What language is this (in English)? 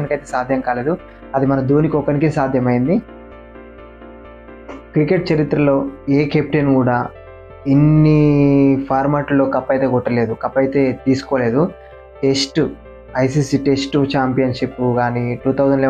Telugu